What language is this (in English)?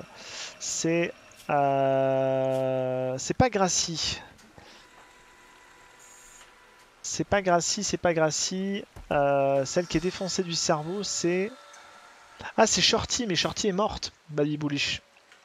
French